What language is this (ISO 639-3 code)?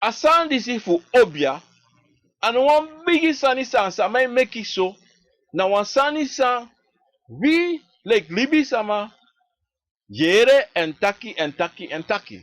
srn